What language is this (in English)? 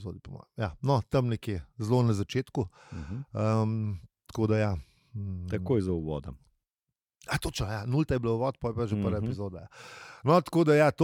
Slovenian